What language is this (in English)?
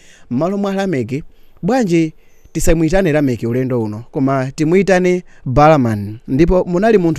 Nyanja